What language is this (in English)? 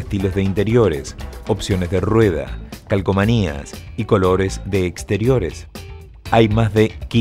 Spanish